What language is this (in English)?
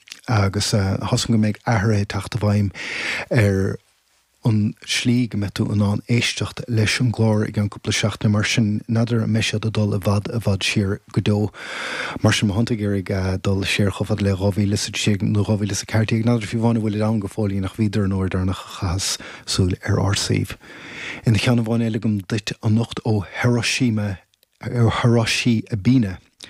Irish